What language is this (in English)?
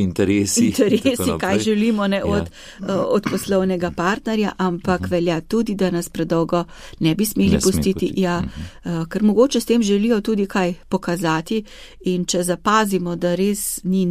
Slovenian